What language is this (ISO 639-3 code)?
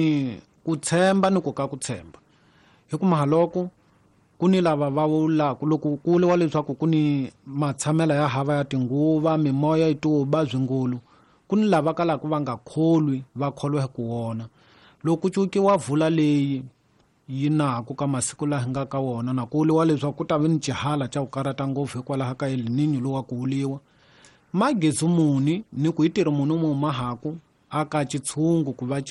tso